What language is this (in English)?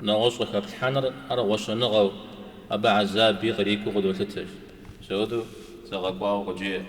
Kabardian